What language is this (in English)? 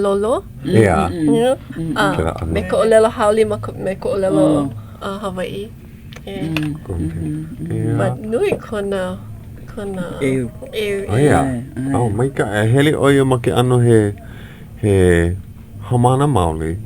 Hawaiian